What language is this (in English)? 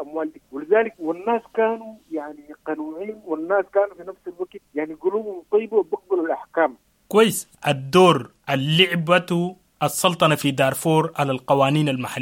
Sudanese Arabic